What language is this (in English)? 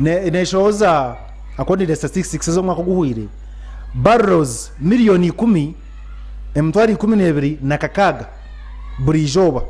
Nyankole